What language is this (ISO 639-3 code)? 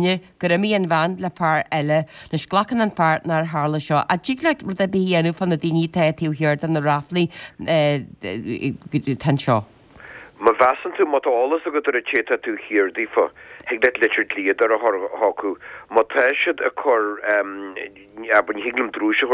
gle